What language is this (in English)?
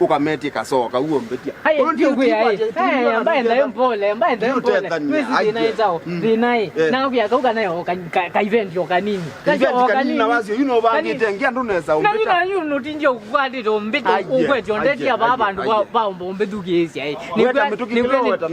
Kamba